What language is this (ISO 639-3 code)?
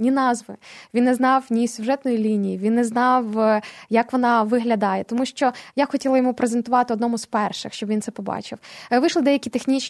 ukr